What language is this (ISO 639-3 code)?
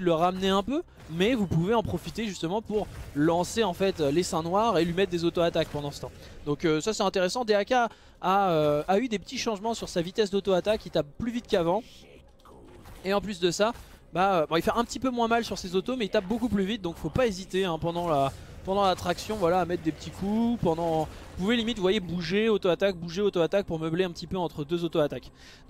fra